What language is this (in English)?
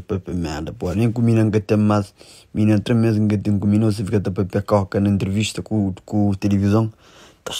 Kabuverdianu